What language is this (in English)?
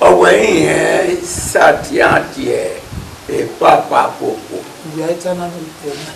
Bini